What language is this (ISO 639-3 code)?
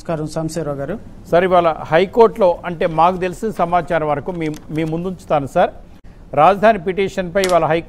tel